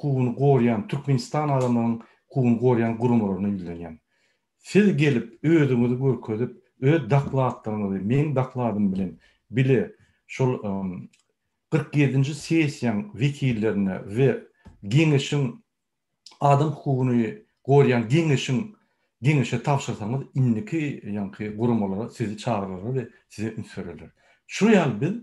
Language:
Turkmen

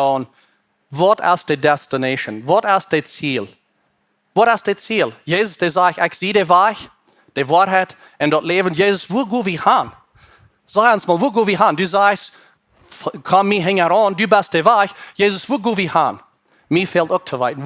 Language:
Plautdietsch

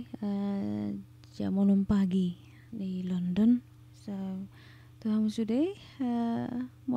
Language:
Batak Toba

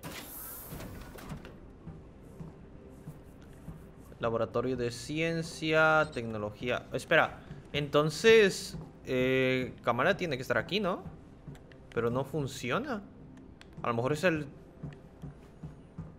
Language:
Spanish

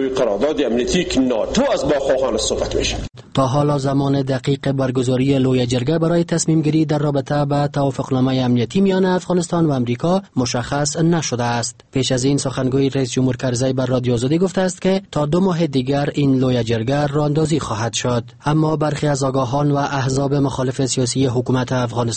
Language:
Persian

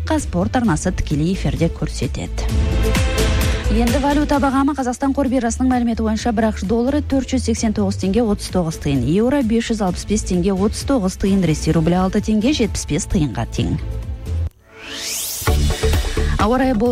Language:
Kazakh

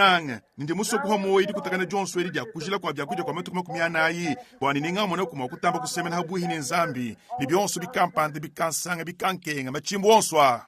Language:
Luba-Lulua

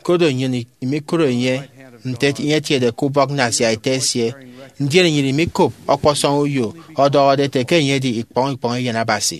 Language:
Efik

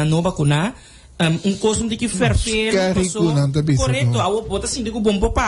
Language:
Papiamento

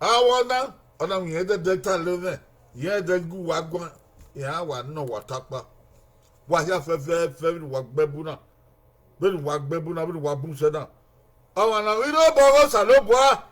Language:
Bini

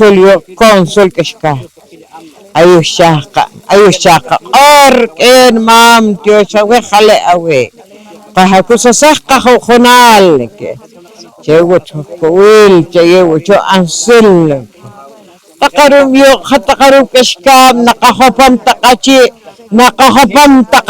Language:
Poqomchi'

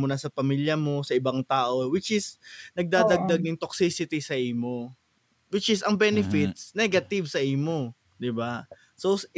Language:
Bikol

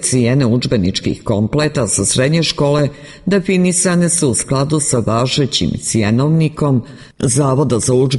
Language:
Serbian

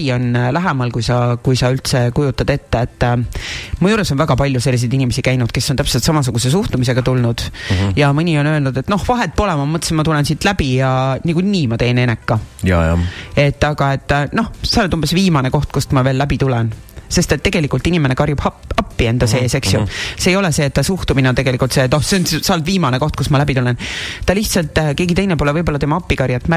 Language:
Estonian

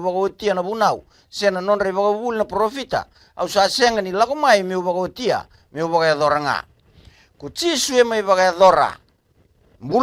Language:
Fijian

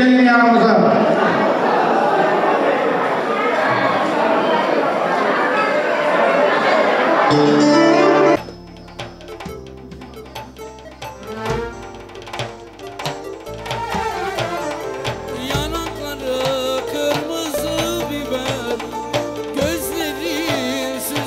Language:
Turkish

